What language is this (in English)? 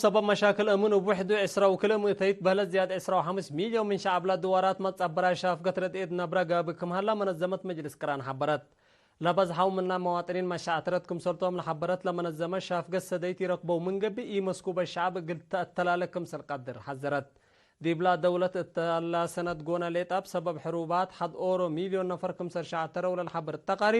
Tigre